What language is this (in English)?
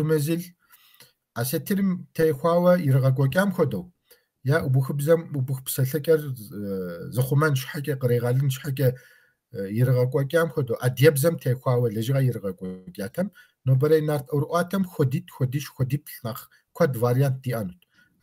Kabardian